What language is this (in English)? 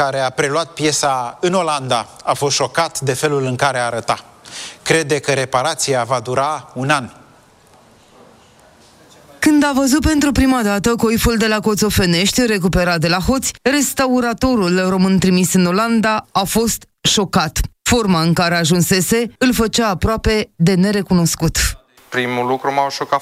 Romanian